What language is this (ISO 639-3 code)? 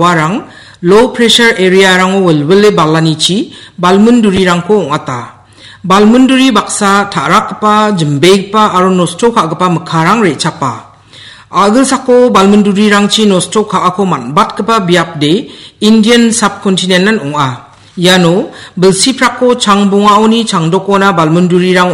grt